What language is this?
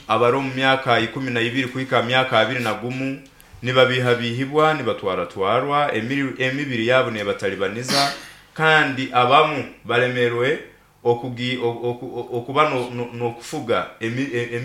Nyoro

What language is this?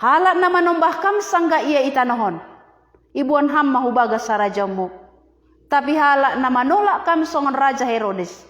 Batak Simalungun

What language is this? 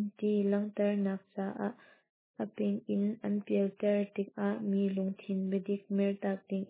Hakha Chin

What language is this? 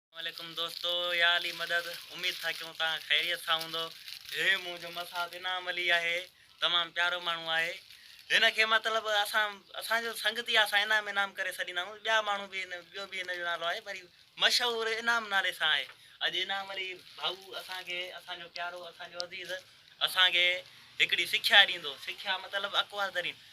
Sindhi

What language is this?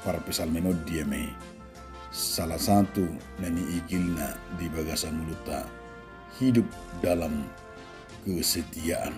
Batak Toba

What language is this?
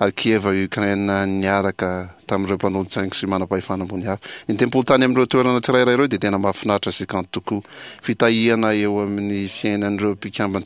Malagasy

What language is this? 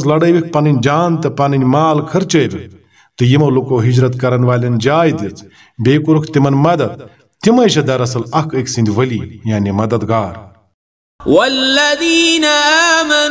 Kashmiri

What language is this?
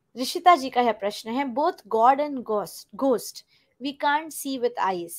Hindi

